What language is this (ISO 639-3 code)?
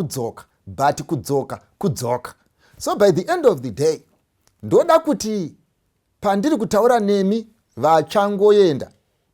sna